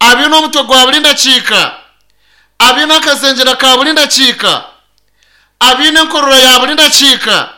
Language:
Nyankole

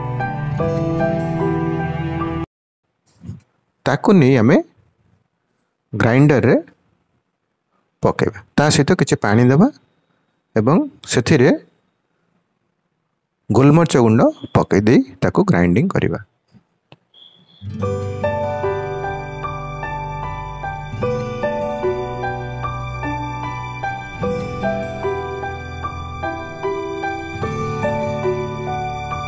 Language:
Odia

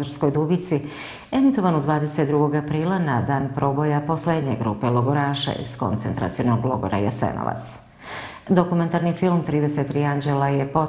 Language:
Bosnian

